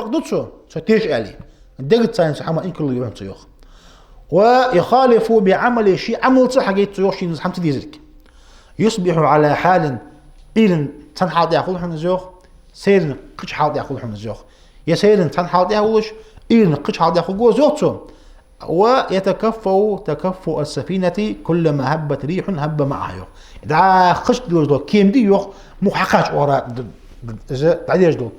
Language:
Ingush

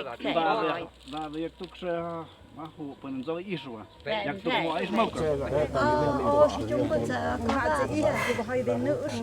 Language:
Totontepec Mixe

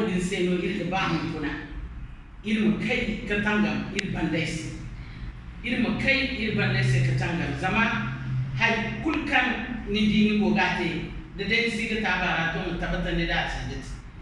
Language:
Zarma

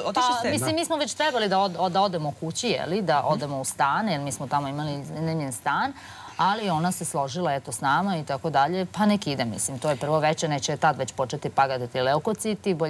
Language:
Serbian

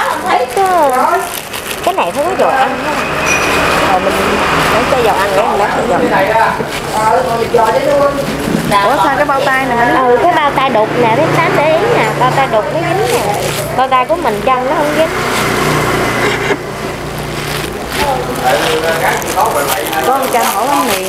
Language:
Vietnamese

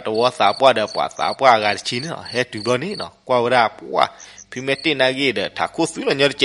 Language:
S'gaw Karen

